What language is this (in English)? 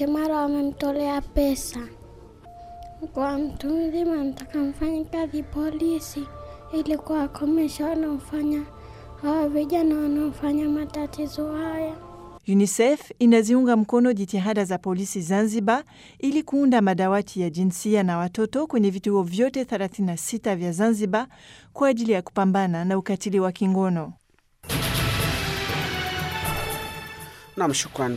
Swahili